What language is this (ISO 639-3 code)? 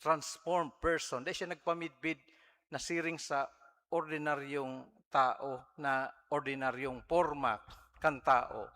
bik